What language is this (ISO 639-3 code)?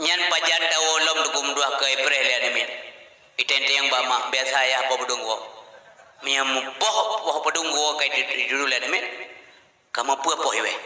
ace